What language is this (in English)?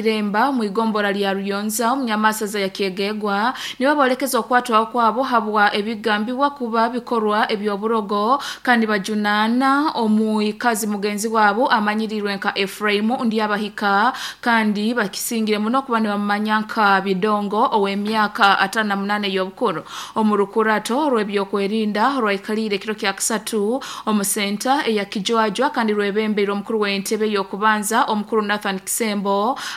Nyoro